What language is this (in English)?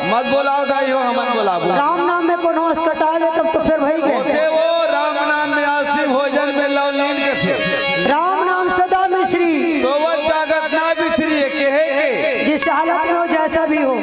Chhattisgarhi